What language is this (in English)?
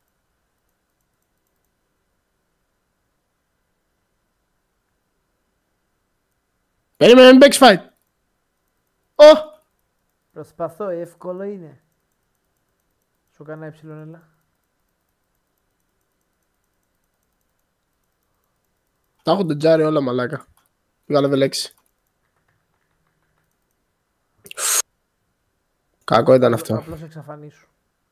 Greek